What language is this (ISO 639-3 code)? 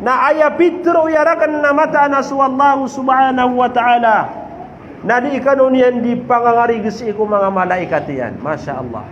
mrw